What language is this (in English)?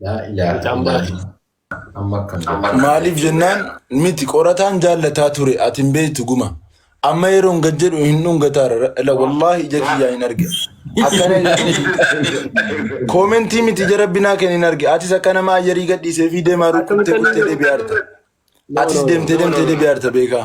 Oromo